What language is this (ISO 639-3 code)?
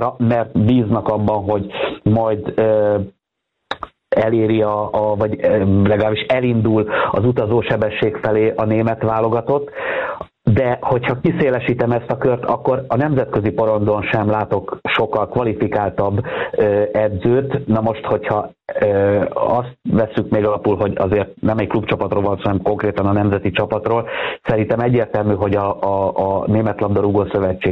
hun